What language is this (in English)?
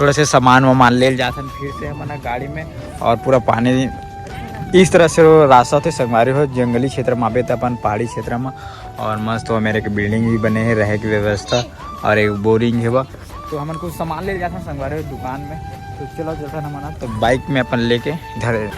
Chhattisgarhi